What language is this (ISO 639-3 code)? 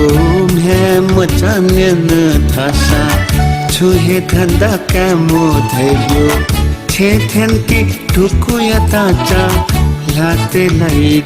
new